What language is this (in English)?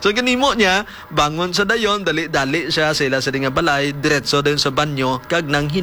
Hiligaynon